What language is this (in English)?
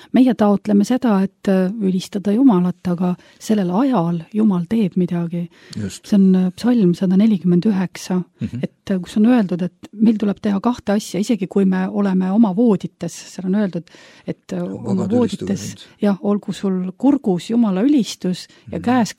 Estonian